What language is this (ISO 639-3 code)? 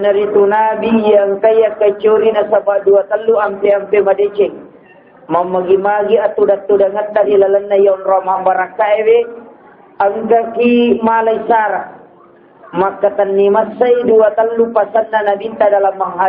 bug